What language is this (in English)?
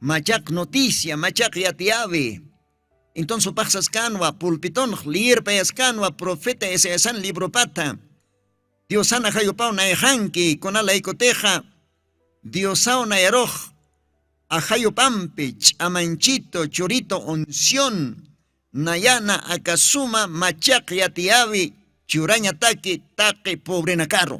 Aymara